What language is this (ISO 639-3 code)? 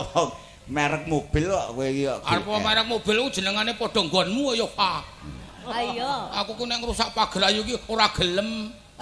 jav